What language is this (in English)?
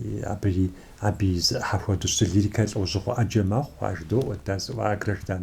Kabardian